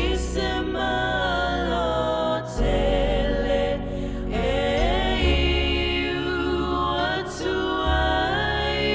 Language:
Samoan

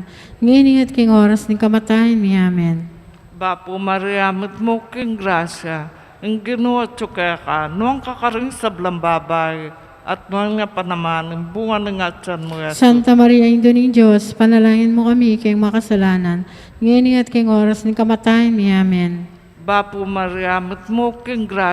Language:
Pampanga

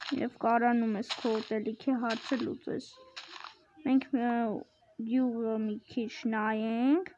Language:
Armenian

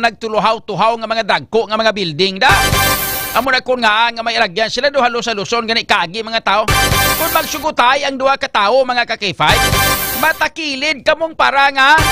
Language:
Hiligaynon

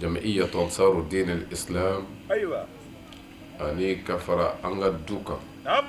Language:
Bambara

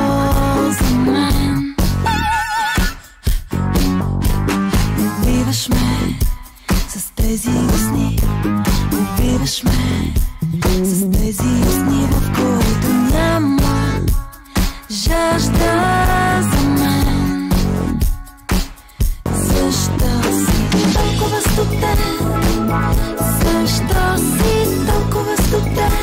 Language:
Bulgarian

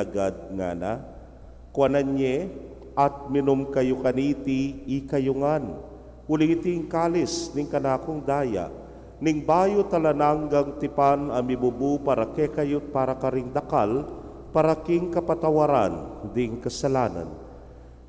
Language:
Pampanga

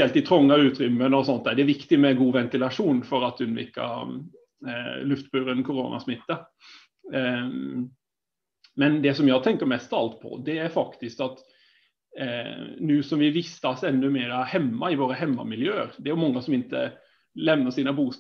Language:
Swedish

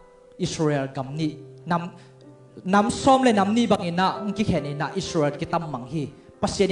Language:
Tedim Chin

